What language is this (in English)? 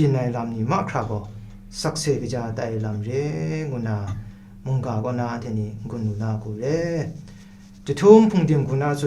Kachin